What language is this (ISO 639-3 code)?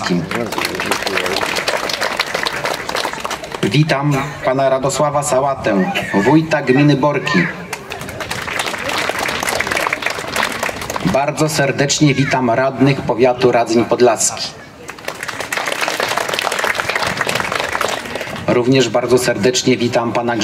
pol